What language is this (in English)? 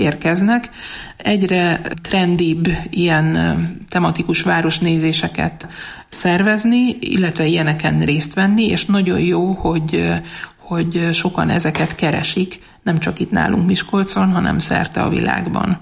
Hungarian